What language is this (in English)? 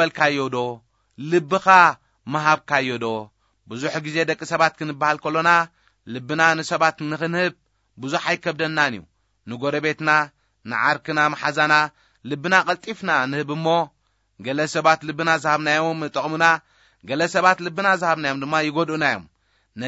Tigrinya